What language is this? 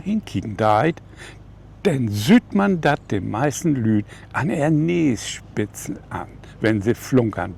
Low German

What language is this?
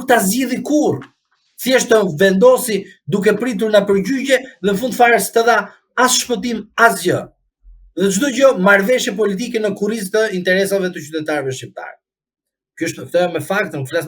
Albanian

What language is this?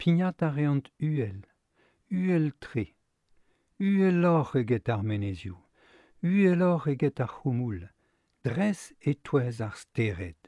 Breton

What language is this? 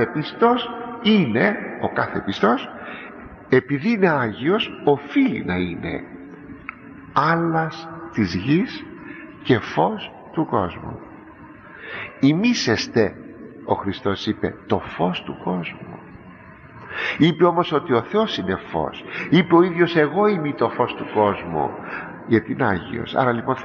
Greek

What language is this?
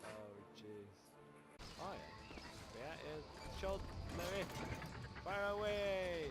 Faroese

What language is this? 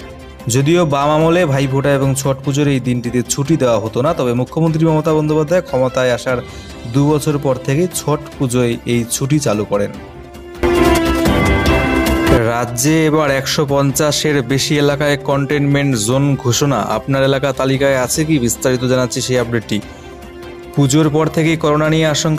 Bangla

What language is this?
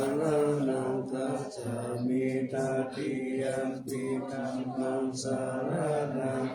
Pali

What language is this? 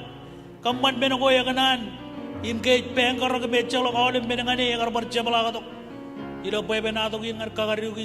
Marshallese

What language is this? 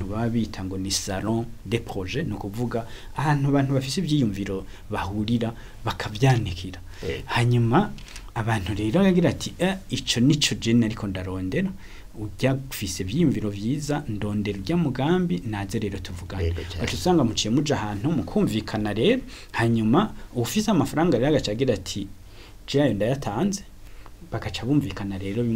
Rundi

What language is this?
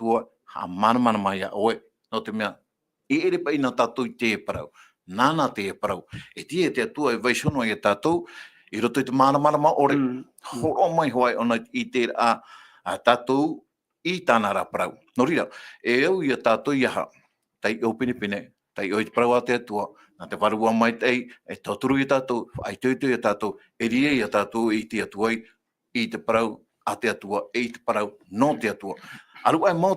Tahitian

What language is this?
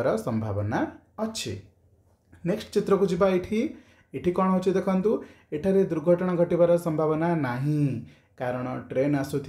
Odia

